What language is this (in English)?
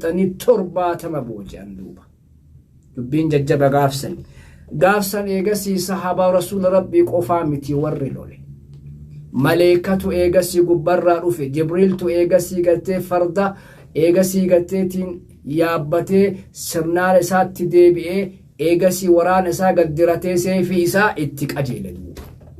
Oromo